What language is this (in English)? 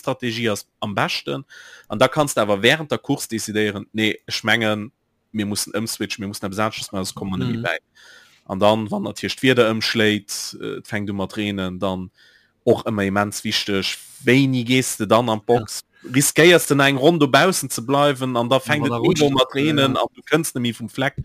Luxembourgish